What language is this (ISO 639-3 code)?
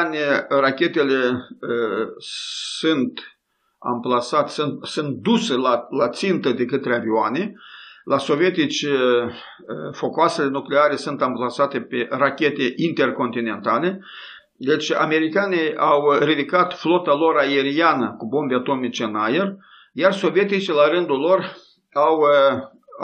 ron